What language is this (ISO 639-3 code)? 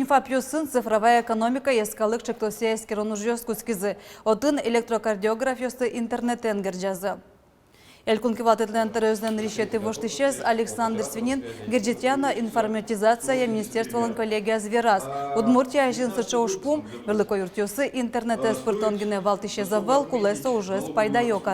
udm